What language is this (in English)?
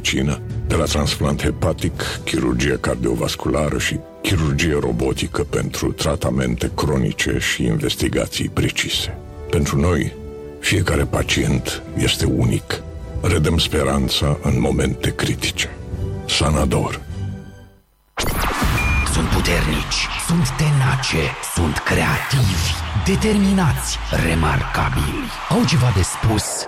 Romanian